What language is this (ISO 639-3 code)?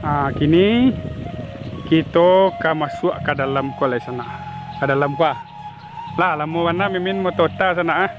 min